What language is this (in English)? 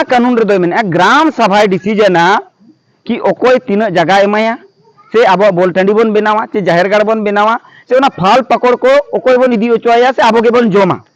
Santali